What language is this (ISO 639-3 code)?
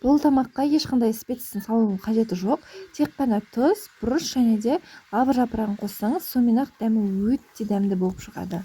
kaz